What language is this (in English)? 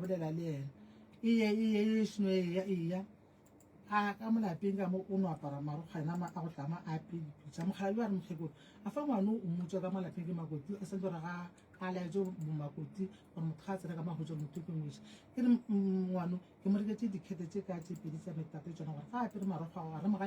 Northern Sotho